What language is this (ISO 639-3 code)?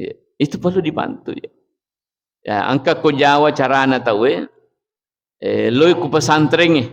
bug